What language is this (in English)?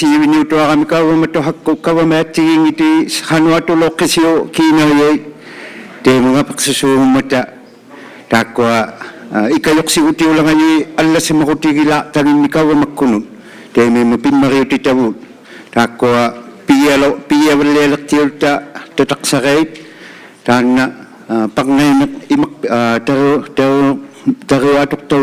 Inuktitut